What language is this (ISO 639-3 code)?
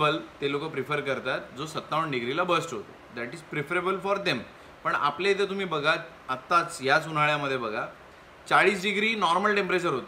mar